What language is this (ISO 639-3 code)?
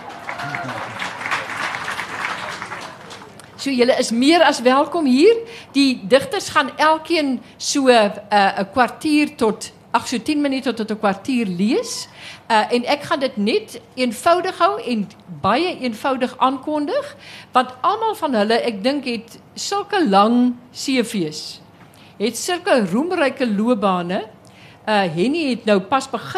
afr